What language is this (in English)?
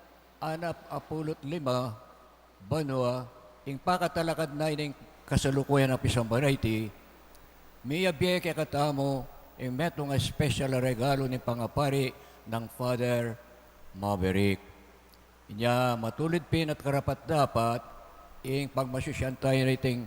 Pampanga